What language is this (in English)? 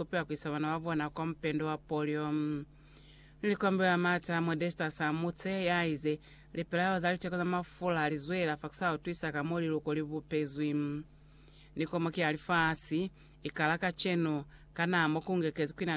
Lozi